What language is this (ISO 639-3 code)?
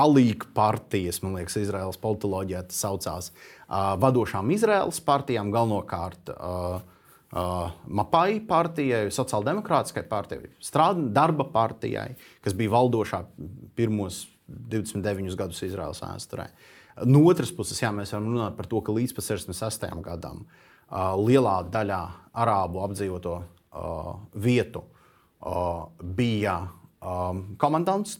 lav